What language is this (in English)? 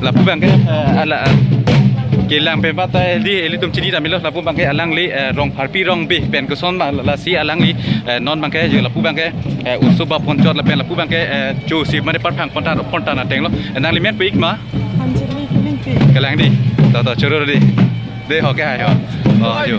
Karbi